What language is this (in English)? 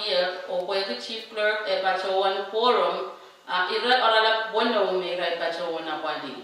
Pohnpeian